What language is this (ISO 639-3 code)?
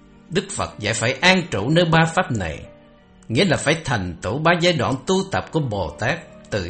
vie